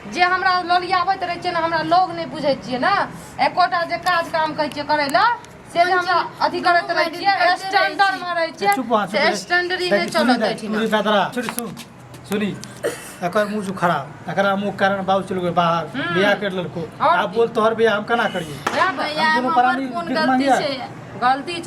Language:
Maithili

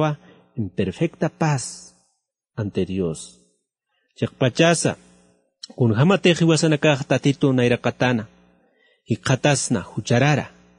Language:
Aymara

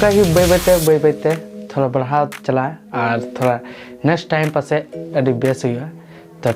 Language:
Santali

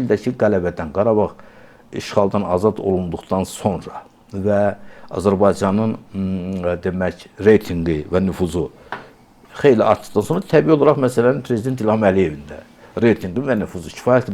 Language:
Azerbaijani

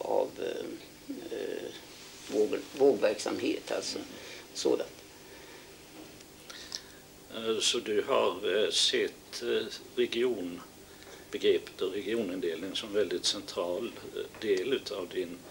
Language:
Swedish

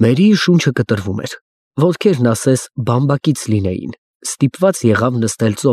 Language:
Armenian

